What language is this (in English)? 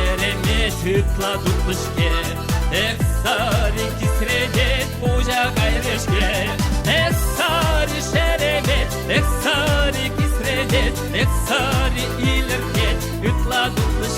Chuvash